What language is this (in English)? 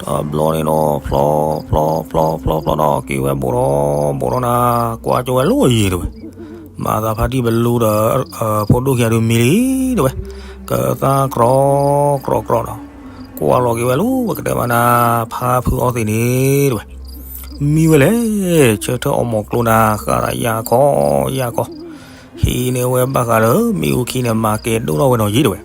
S'gaw Karen